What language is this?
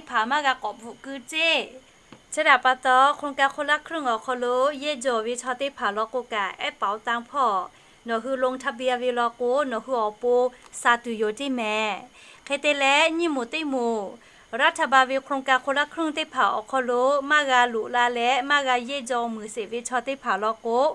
Lahu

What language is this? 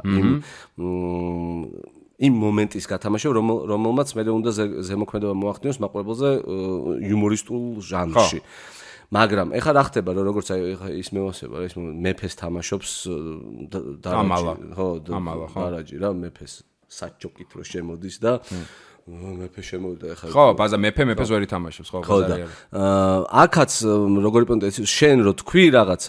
Georgian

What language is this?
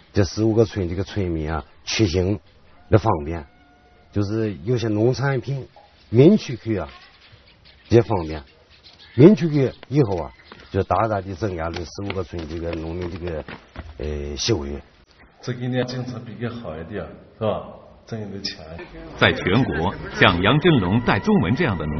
Chinese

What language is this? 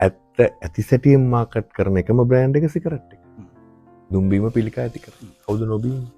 Sinhala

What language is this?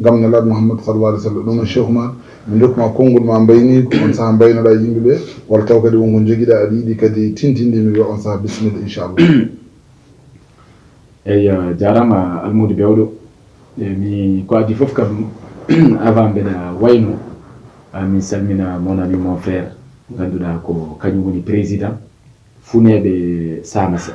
Fula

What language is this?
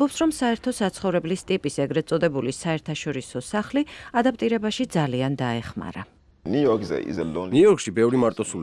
Georgian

